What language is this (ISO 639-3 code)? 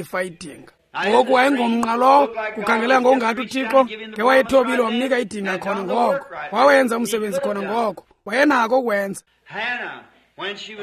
xho